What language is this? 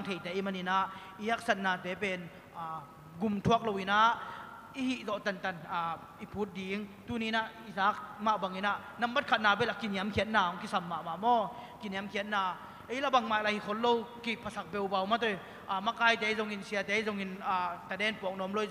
Tedim Chin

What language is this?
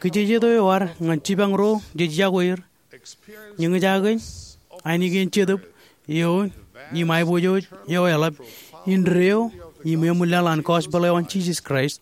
Marshallese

